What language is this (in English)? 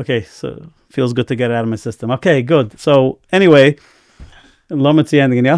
Yiddish